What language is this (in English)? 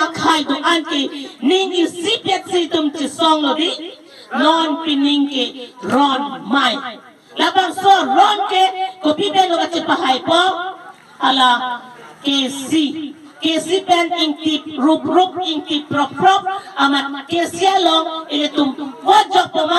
Karbi